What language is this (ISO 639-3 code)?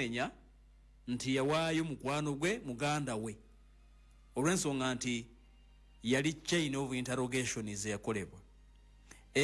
lug